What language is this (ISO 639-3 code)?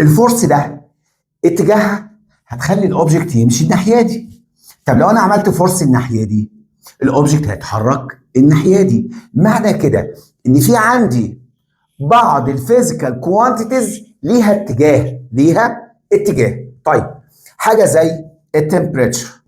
arz